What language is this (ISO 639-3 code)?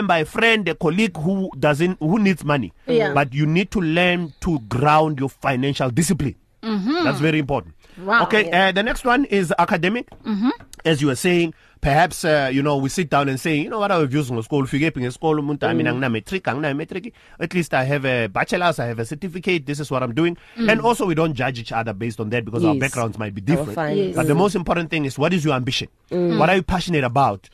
eng